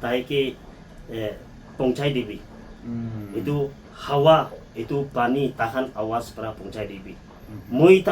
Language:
Naga Pidgin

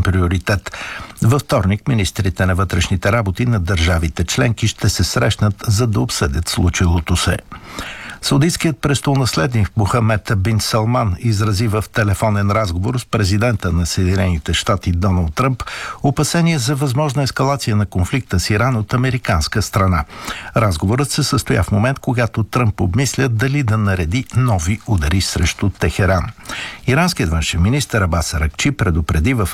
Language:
Bulgarian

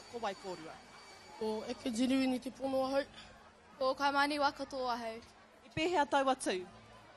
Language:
Māori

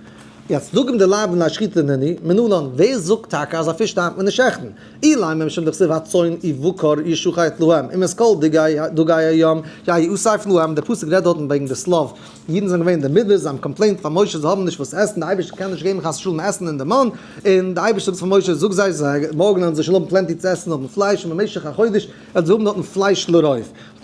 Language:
Yiddish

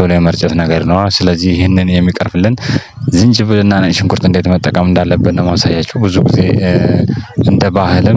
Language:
Amharic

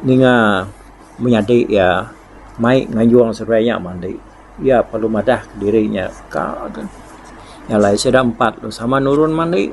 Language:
Iban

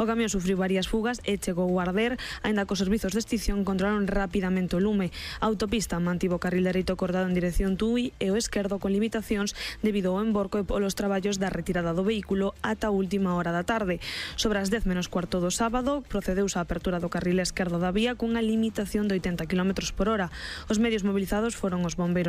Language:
Galician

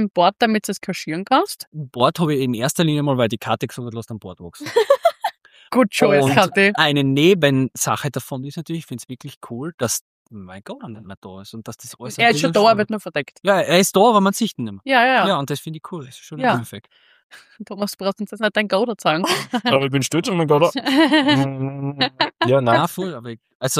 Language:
German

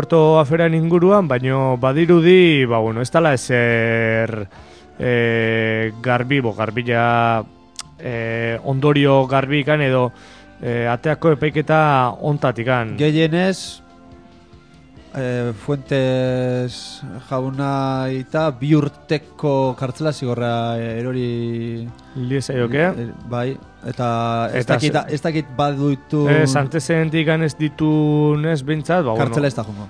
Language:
Basque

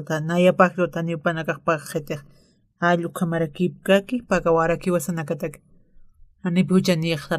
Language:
Aymara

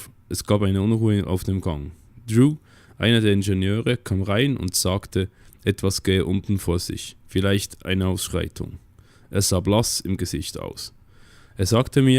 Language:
Swiss German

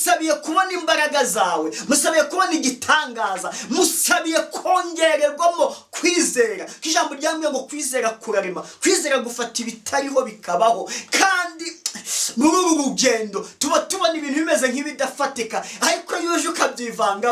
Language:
Kinyarwanda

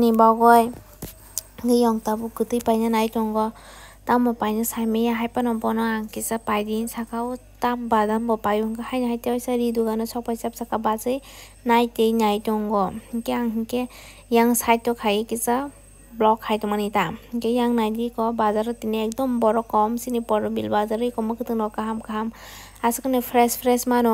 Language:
Kok Borok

